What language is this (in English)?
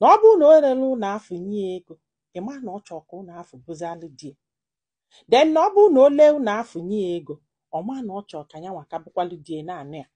Igbo